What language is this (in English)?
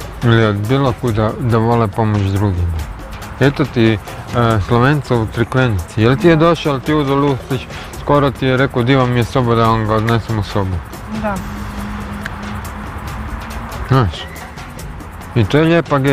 Croatian